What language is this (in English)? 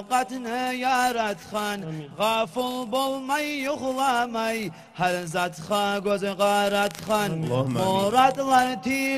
Kumyk